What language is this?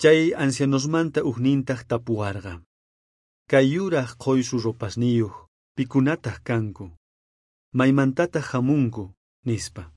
South Bolivian Quechua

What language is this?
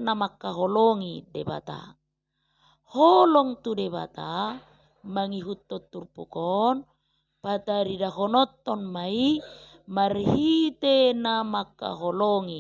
Batak Toba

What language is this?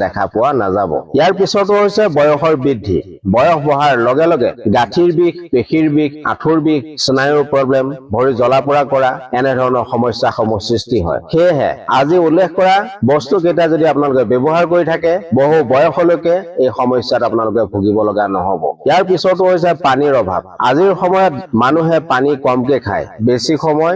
Assamese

